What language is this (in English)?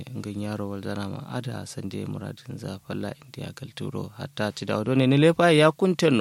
Kanuri